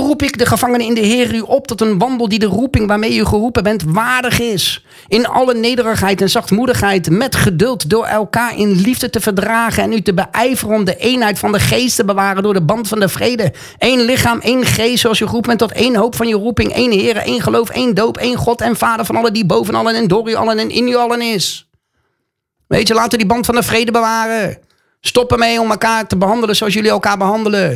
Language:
Dutch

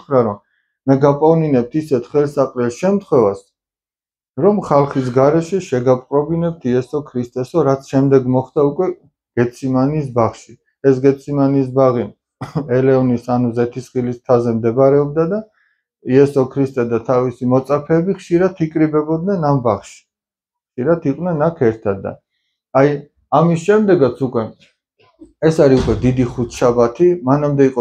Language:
Georgian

